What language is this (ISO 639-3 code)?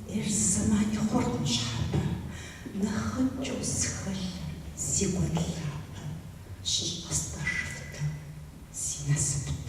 kbd